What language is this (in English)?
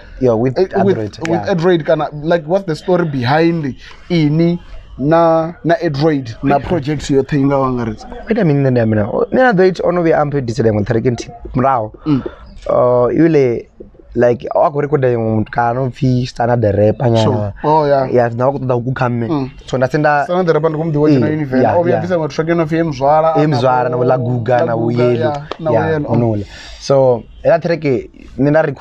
Venda